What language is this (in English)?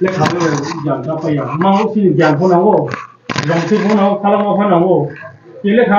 Riang (India)